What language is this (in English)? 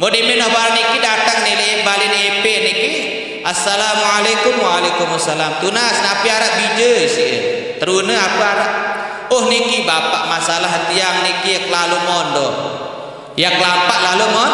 Sasak